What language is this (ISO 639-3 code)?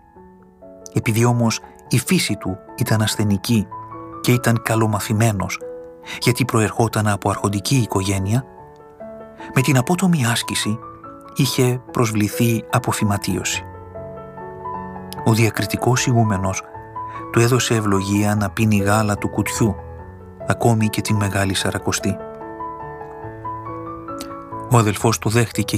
ell